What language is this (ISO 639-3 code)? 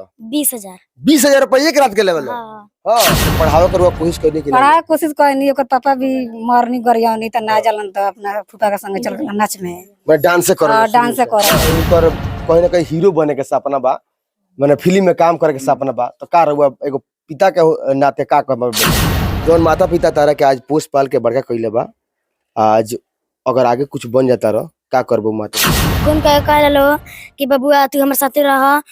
bho